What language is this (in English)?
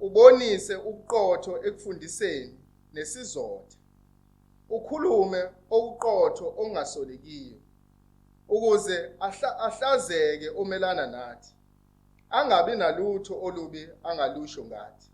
Zulu